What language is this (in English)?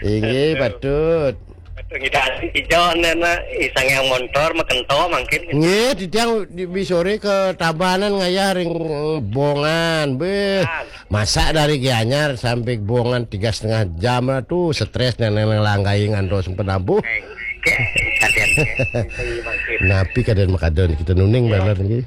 Balinese